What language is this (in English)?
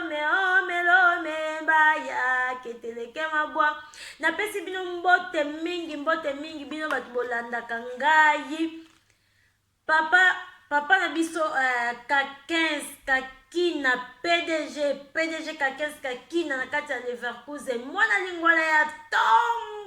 Lingala